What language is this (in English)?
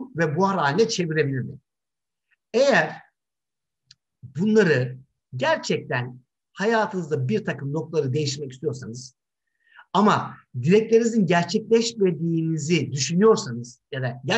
Turkish